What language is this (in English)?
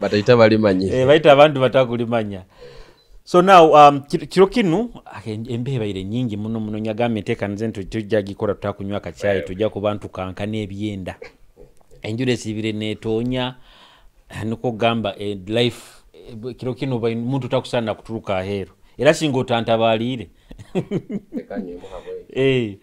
Tooro